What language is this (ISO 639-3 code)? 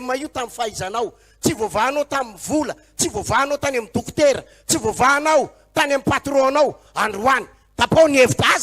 mlg